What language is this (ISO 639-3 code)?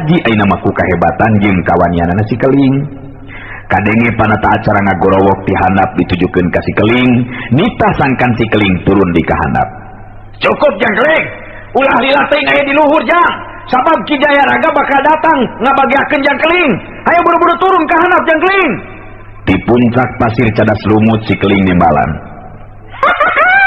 sun